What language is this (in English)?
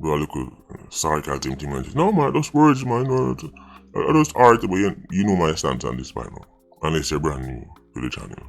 Jamaican Creole English